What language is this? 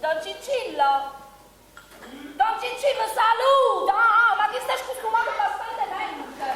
Neapolitan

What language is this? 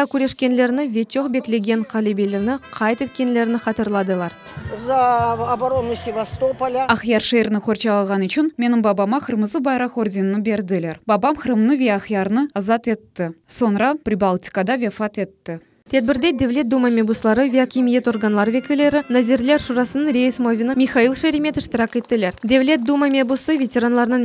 Crimean Tatar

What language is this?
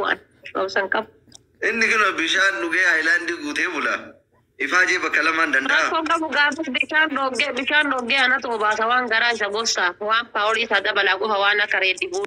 Oromo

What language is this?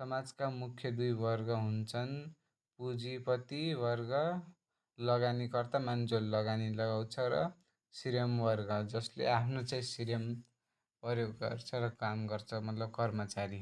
Nepali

